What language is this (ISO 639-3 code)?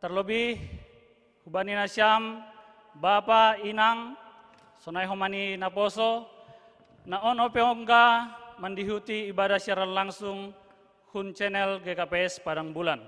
bts